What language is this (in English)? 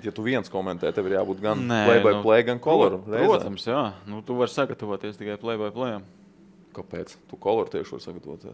Latvian